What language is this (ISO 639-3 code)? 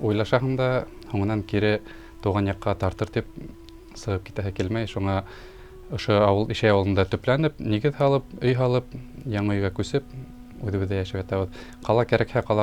bak